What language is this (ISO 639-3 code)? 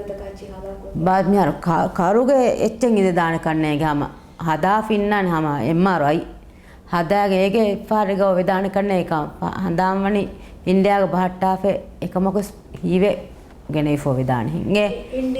div